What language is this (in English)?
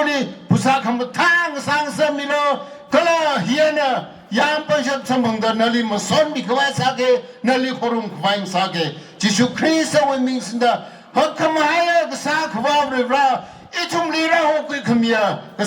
Tangkhul Naga (India)